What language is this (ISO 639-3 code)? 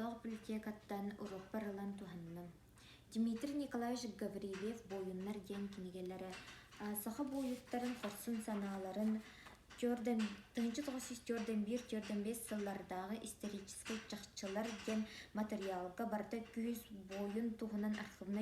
sah